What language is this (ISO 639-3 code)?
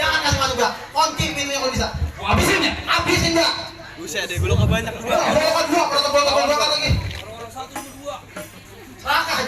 bew